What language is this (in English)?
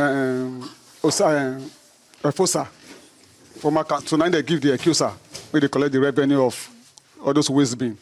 Nigerian Pidgin